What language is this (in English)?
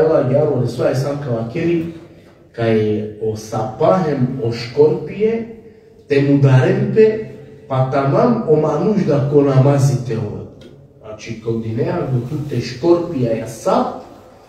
Balkan Romani